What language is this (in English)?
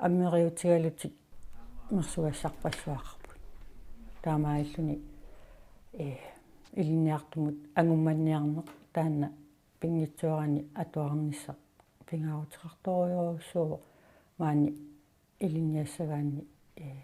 Kalaallisut